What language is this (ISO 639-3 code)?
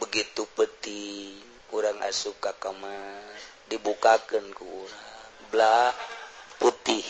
sun